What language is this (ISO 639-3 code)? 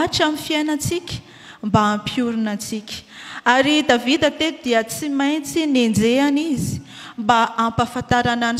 mlg